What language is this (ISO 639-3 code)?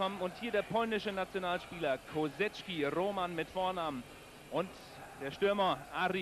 deu